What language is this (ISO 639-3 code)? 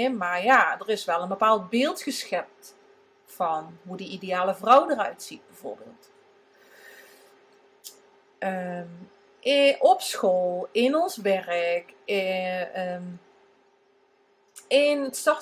nld